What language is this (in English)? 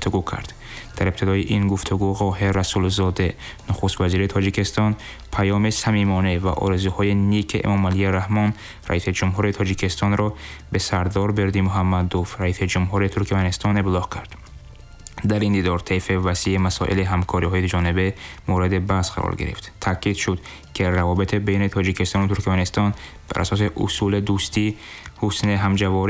Tajik